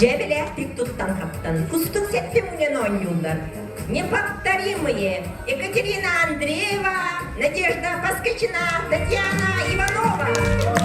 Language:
Yakut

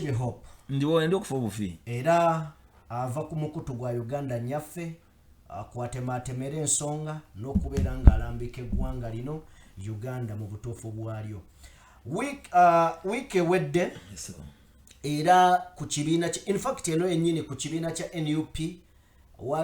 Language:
Ganda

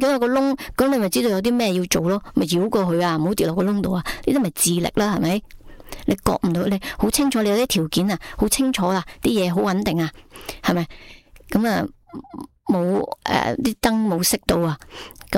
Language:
Cantonese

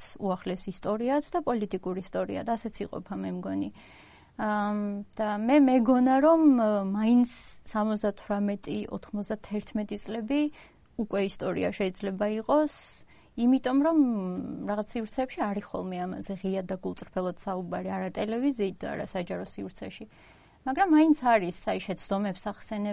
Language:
Georgian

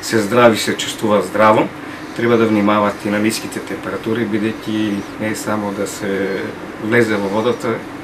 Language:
Macedonian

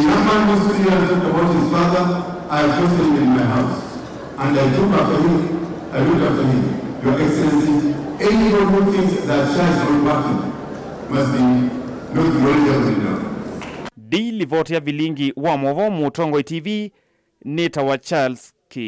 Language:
Kamba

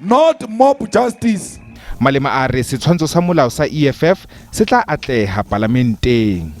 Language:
Southern Sotho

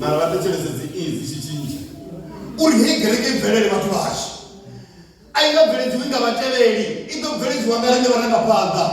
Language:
Venda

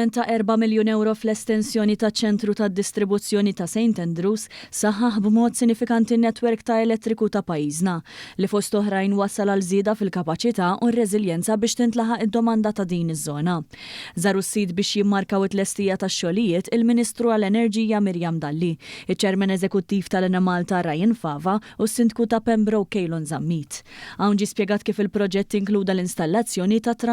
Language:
Maltese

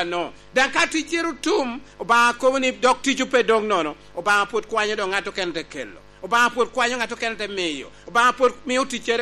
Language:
Lango (Uganda)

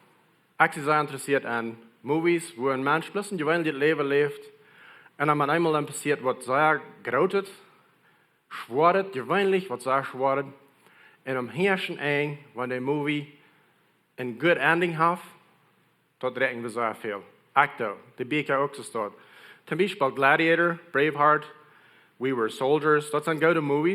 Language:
Plautdietsch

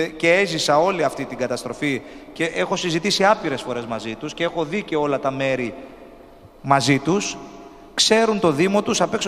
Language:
Greek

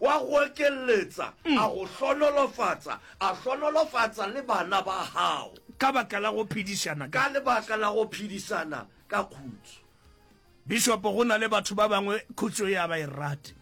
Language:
Northern Sotho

